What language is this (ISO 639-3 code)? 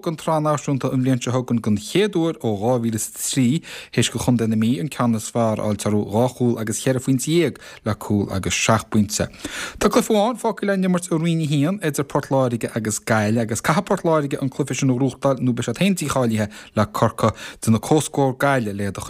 gle